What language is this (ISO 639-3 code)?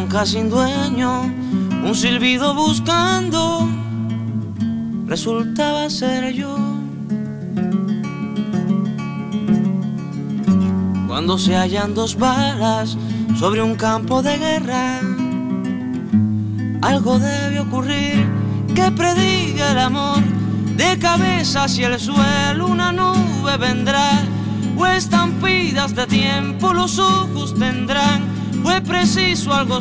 spa